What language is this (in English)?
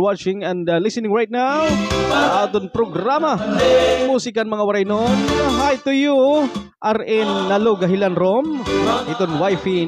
Waray